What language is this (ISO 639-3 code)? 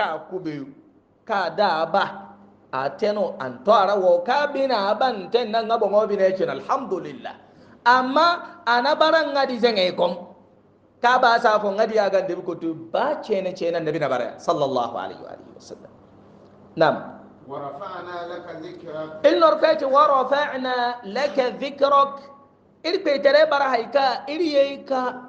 hau